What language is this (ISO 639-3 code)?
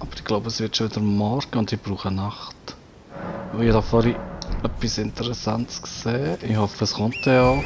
gsw